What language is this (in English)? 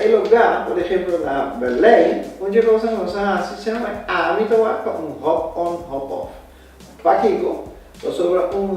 Papiamento